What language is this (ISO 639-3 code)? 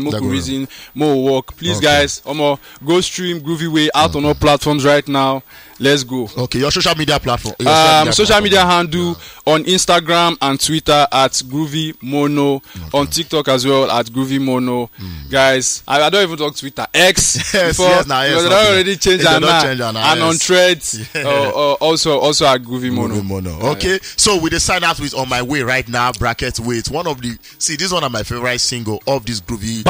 pcm